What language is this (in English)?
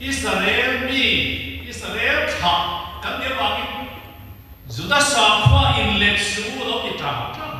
Mizo